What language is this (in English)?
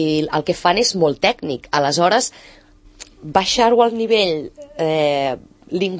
Catalan